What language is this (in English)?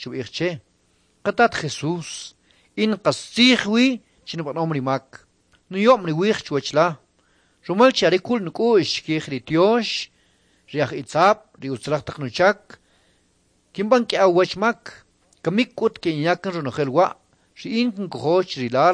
Kʼicheʼ